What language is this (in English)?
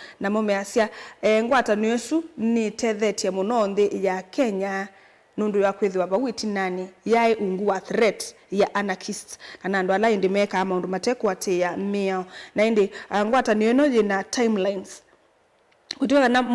Kamba